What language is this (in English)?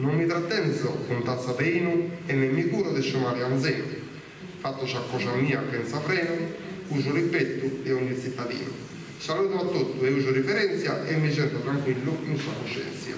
Sardinian